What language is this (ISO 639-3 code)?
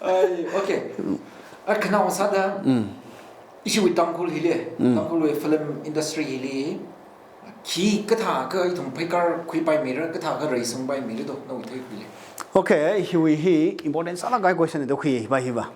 nmf